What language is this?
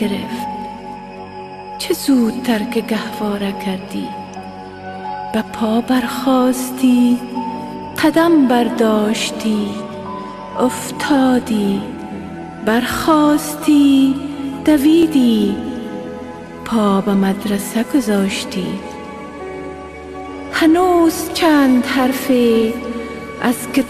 Persian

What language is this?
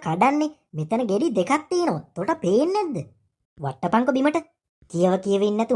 Sinhala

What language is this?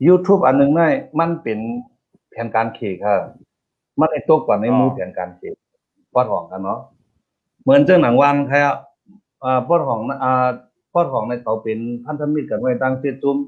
Shan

